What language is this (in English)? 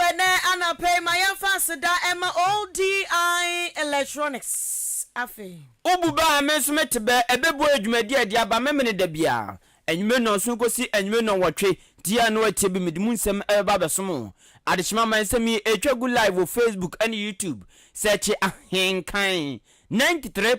Akan